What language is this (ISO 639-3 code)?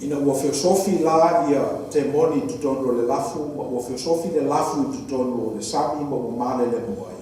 smo